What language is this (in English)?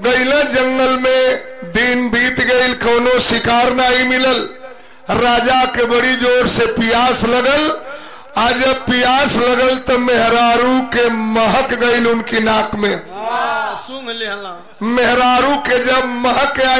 Bhojpuri